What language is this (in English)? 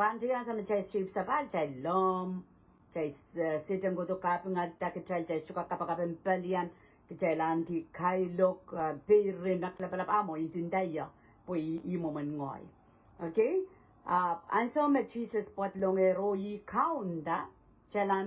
Pohnpeian